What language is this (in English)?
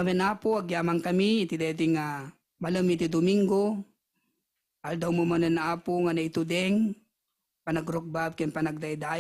Iloko